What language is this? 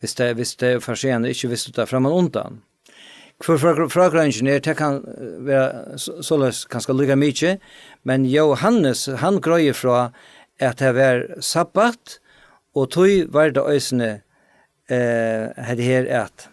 Faroese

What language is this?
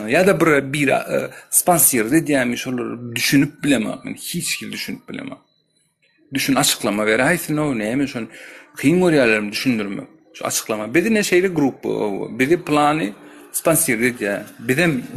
Turkmen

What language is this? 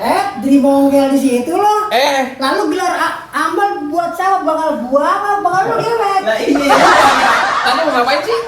Betawi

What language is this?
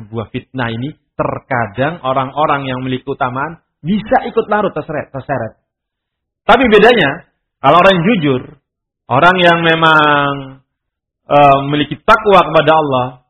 Indonesian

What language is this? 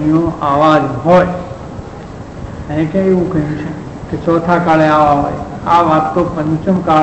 Gujarati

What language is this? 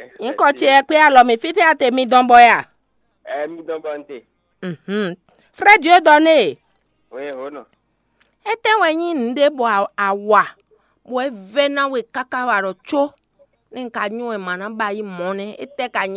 Fon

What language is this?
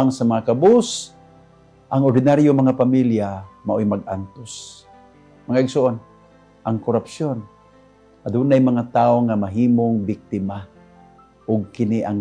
Cebuano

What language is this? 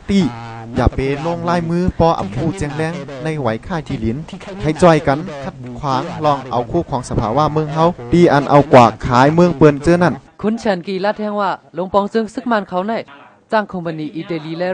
Shan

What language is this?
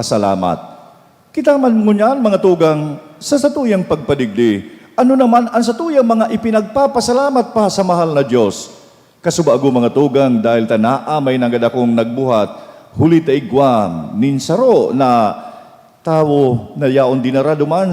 Bikol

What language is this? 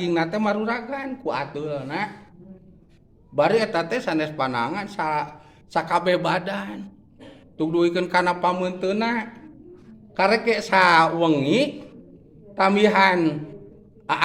Sundanese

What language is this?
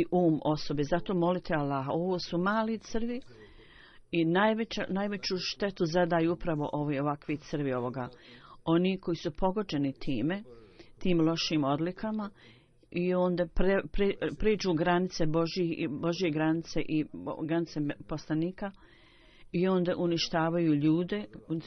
Bosnian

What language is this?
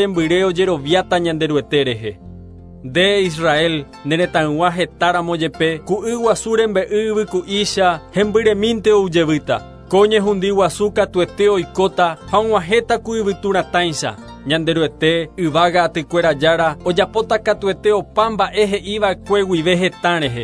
Guarani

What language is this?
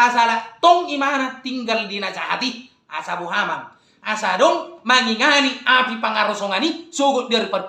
Batak Toba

